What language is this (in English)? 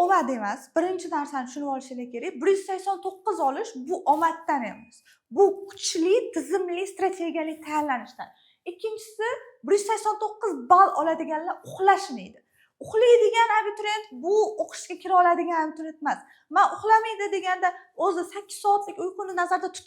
Uzbek